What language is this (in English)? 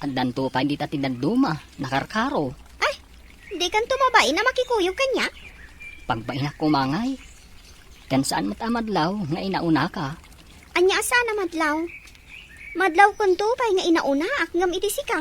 Iloko